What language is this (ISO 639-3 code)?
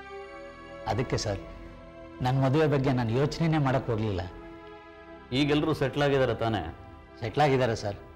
kan